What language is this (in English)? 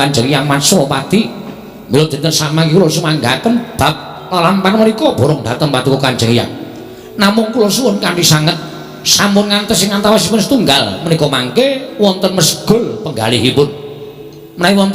Javanese